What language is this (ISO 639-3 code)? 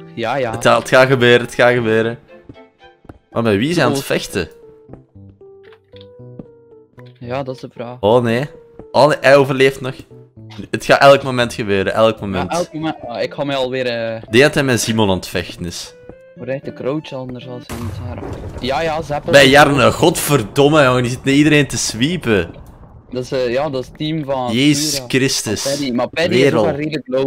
nld